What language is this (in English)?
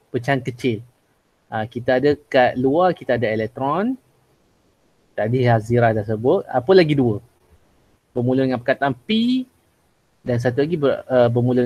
Malay